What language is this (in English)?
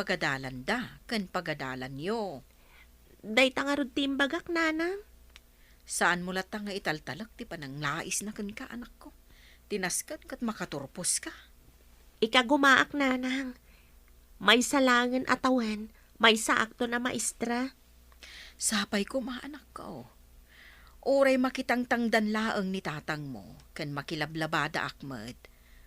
Iloko